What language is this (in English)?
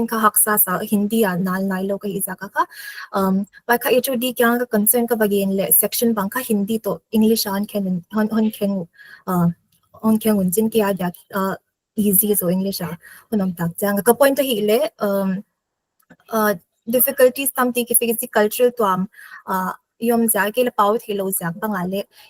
Paite Chin